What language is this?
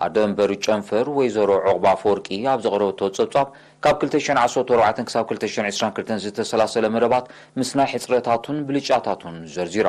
Tigrinya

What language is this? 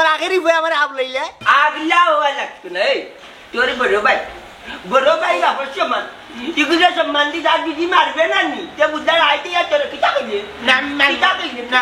Sylheti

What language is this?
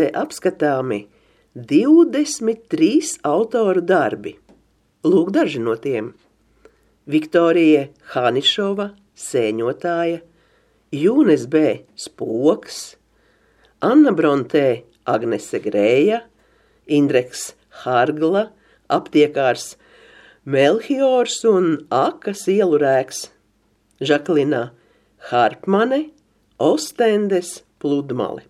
Latvian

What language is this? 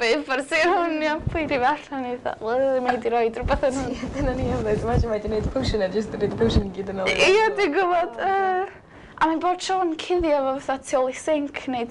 Welsh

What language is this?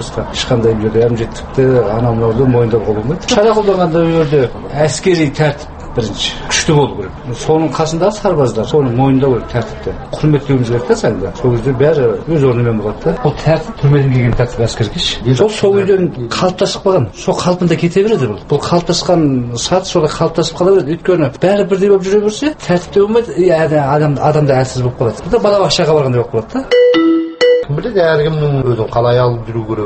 Kazakh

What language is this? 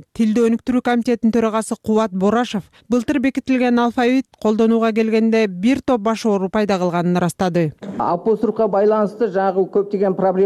Kyrgyz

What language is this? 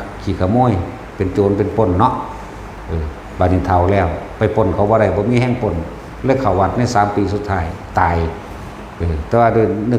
Northeastern Thai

